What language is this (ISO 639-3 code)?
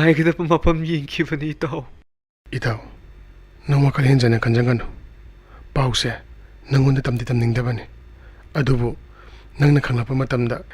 mni